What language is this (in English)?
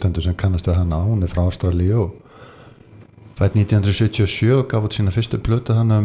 Icelandic